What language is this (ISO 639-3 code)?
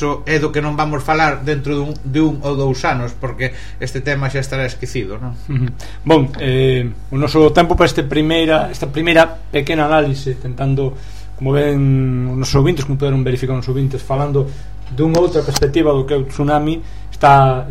glg